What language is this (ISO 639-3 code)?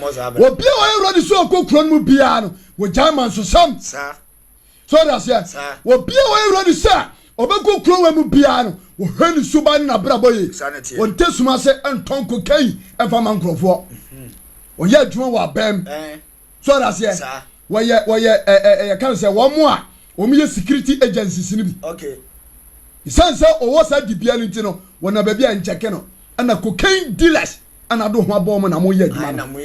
aka